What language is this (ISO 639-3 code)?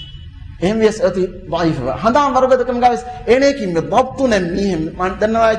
div